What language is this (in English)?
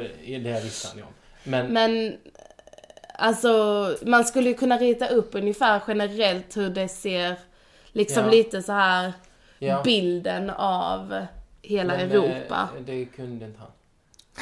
Swedish